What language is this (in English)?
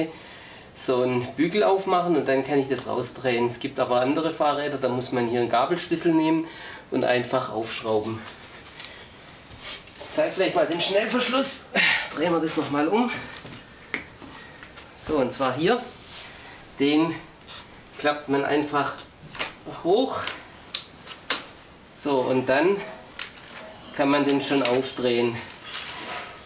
German